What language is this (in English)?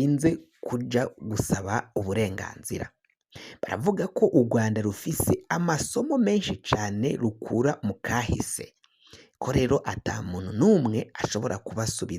Rundi